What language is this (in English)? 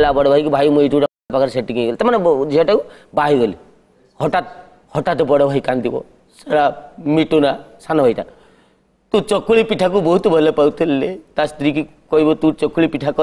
Odia